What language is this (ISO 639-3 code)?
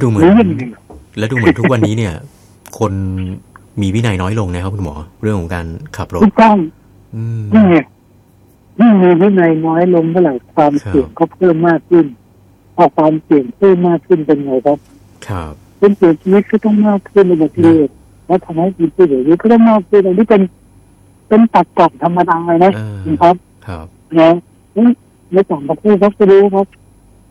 tha